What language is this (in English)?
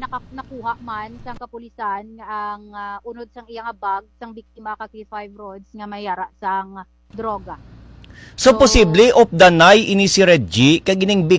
Hiligaynon